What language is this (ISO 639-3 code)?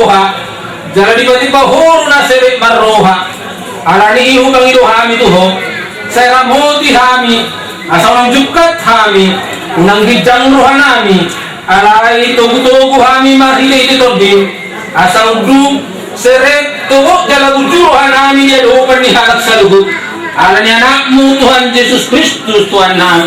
bbc